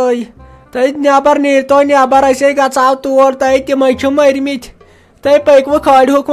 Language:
Kashmiri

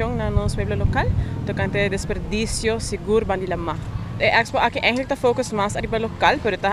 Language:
Papiamento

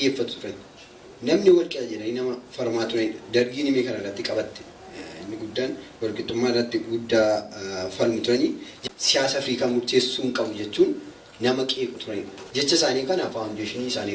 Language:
Oromo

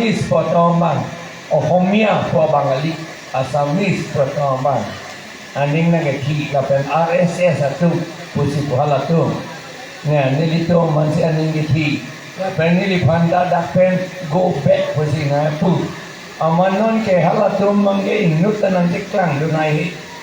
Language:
Karbi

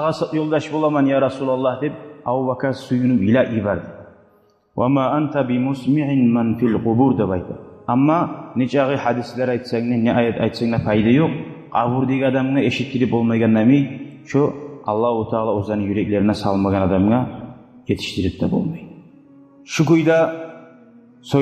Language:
Kumyk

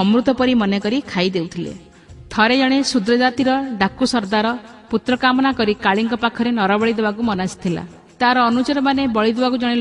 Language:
Odia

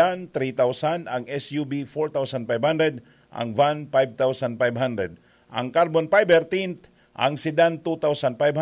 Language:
Bikol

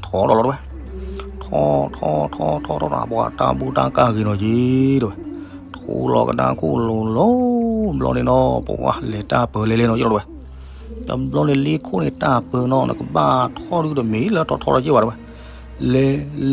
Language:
S'gaw Karen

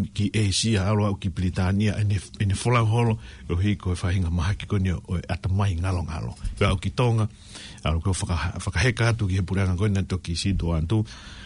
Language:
Tongan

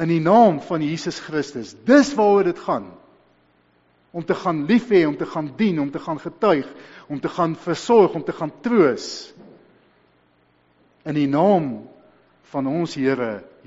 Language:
Afrikaans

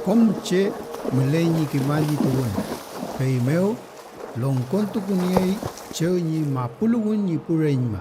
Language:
Mapuche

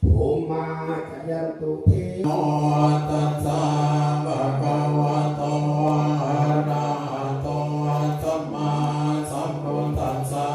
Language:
Pali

